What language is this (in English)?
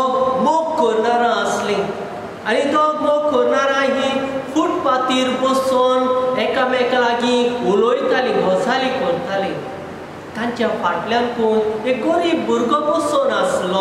Konkani